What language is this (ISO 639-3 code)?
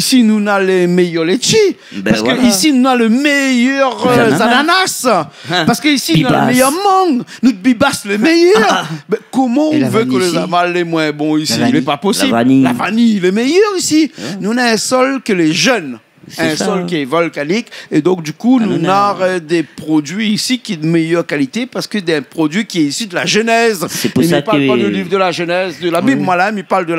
rcf